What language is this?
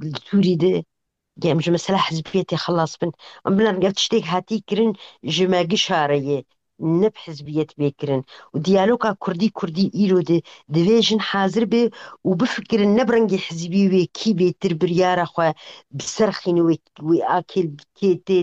Kurdish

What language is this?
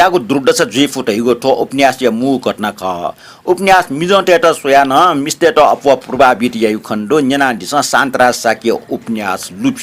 Newari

